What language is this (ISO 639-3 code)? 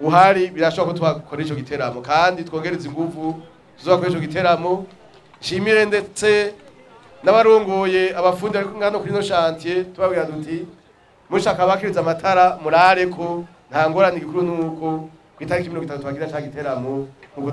run